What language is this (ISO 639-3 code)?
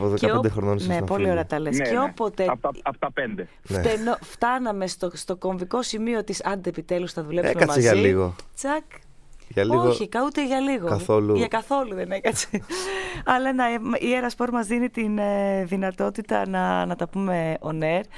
ell